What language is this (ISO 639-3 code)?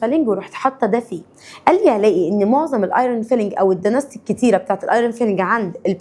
arz